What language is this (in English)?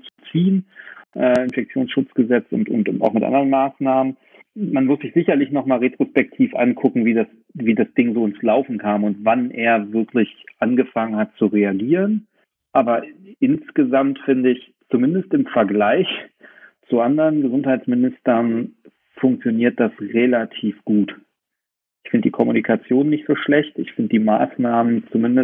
German